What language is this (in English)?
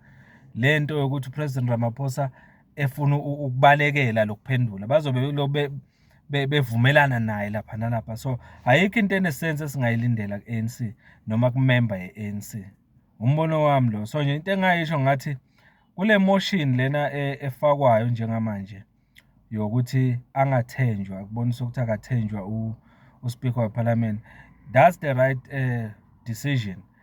Zulu